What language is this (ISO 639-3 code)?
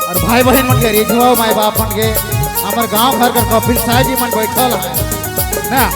sck